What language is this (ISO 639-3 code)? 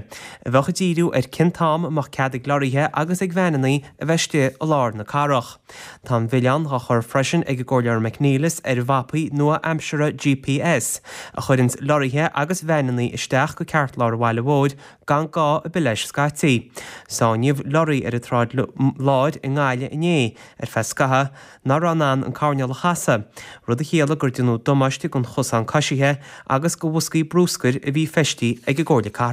gle